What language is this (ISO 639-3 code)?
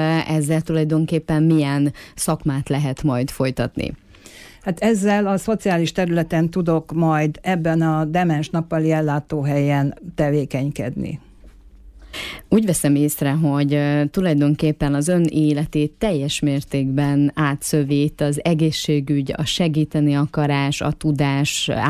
hun